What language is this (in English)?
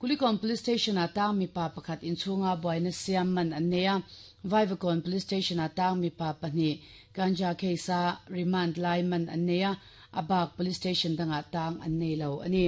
Mizo